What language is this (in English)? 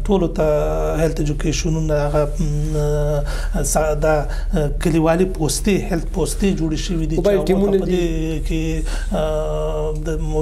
Pashto